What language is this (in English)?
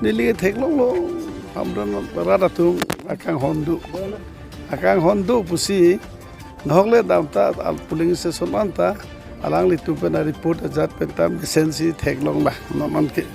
Karbi